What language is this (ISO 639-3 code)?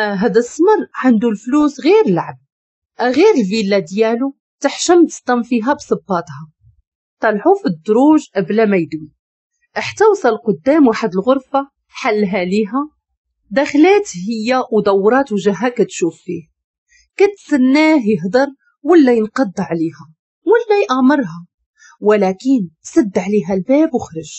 ary